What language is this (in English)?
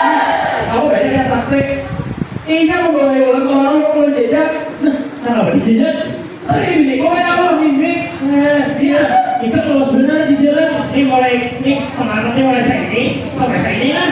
Banjar